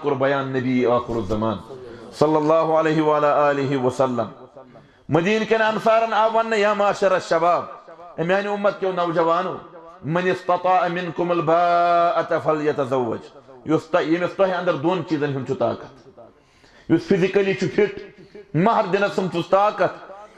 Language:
Kashmiri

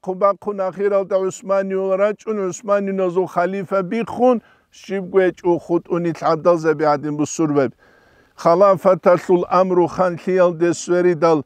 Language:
Avaric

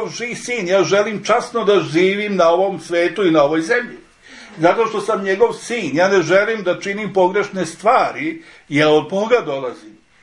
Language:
Serbian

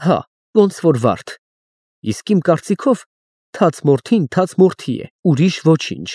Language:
Armenian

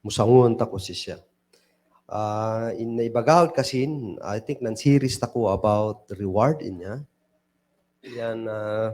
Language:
Kankanaey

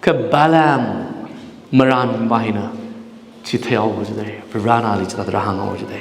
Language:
Tangkhul Naga (India)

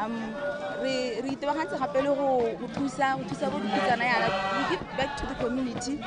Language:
Tswana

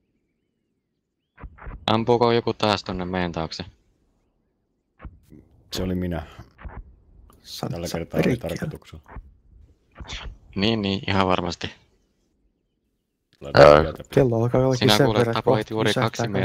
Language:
Finnish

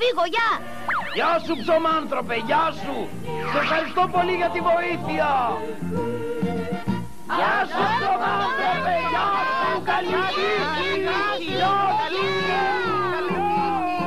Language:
Greek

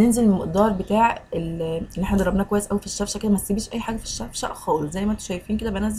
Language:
Egyptian Arabic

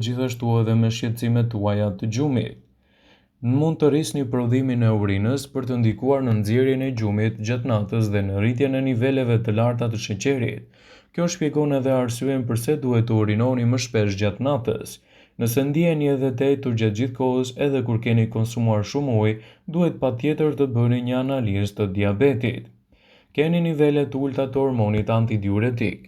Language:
Albanian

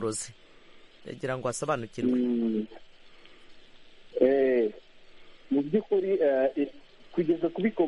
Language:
Kinyarwanda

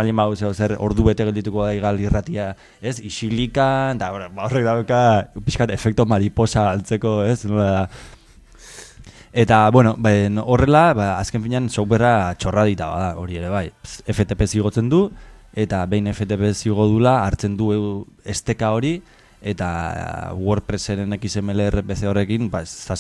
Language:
Basque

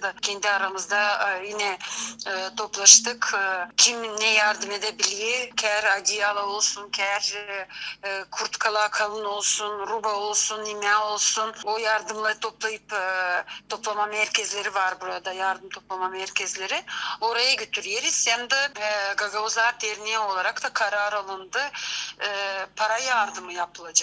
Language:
Gagauz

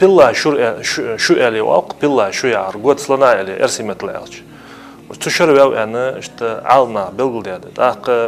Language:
Ingush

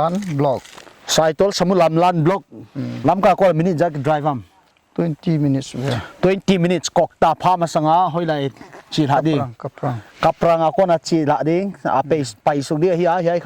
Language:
Paite Chin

